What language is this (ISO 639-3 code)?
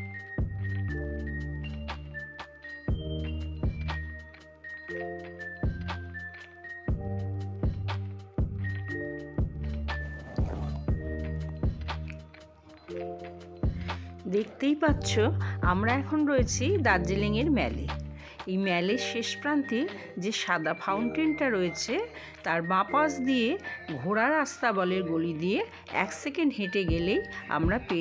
ben